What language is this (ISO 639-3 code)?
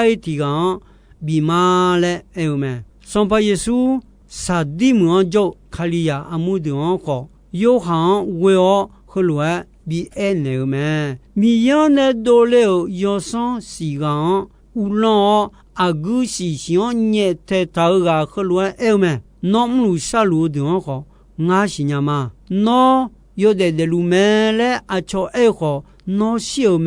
ahk